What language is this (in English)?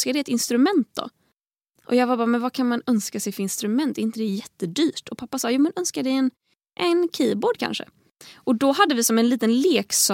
Swedish